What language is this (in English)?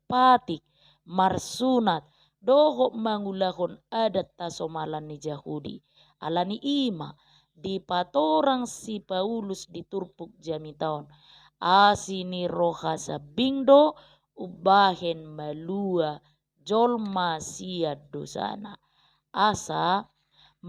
Batak Toba